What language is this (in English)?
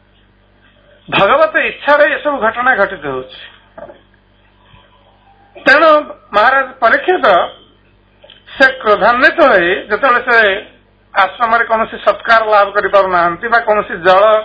Odia